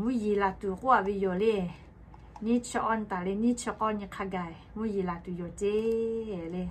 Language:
Lahu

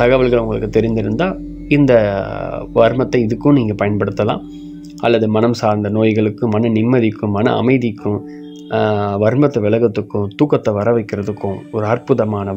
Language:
Tamil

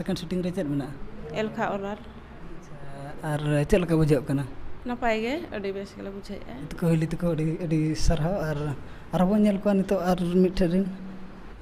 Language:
Santali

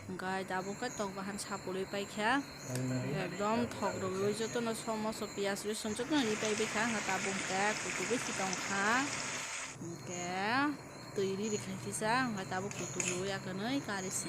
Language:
Kok Borok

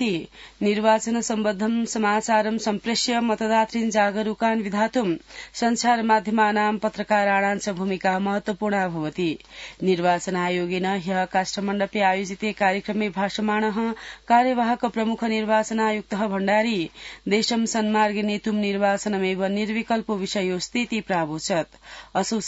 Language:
Sanskrit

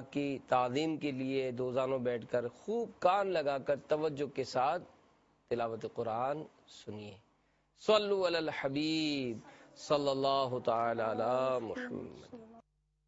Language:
Urdu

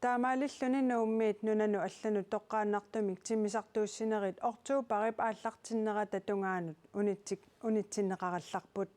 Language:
Kalaallisut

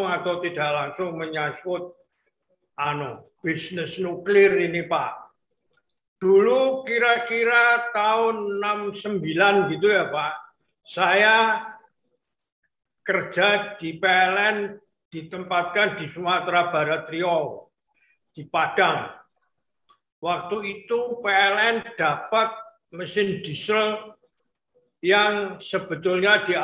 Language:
Indonesian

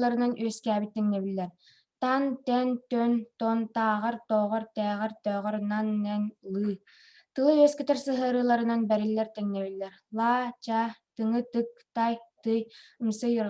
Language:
Yakut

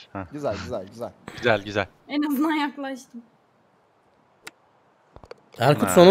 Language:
Turkish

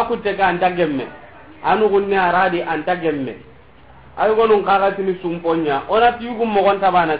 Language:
Soninke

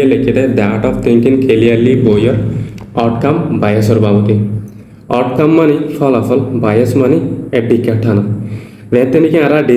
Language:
Rohingya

